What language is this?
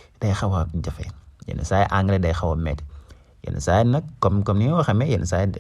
Wolof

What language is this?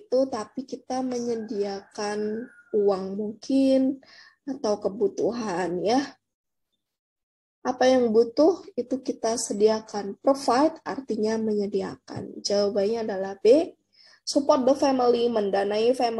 Indonesian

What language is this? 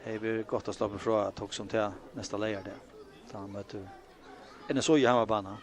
Faroese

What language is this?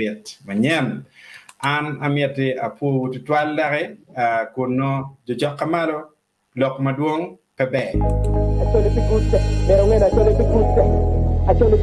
Acoli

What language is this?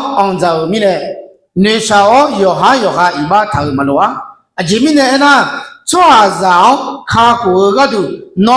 Akha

